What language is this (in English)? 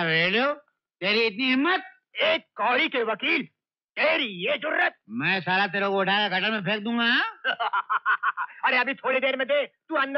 Hindi